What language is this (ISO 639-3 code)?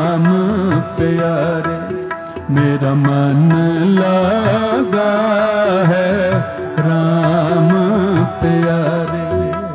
pan